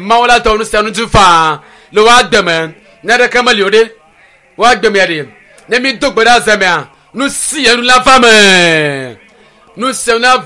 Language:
Ewe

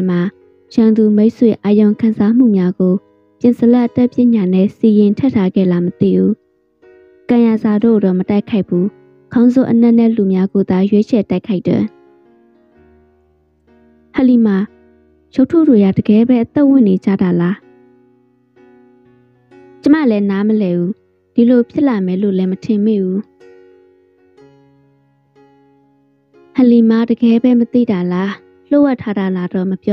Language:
Burmese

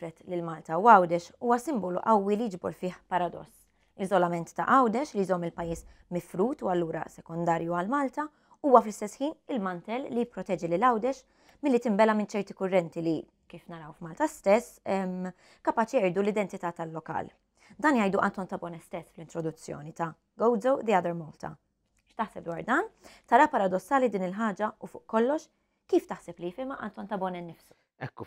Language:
Maltese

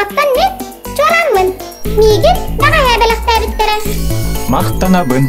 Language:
Yakut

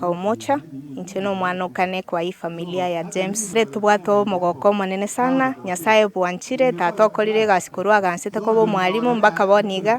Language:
Gusii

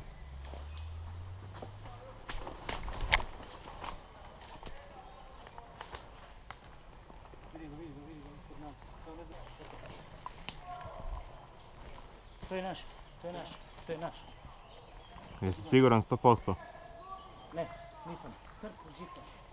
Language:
Croatian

